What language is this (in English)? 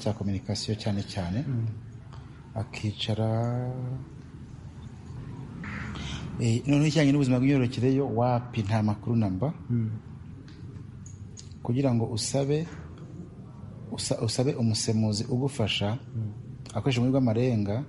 Kinyarwanda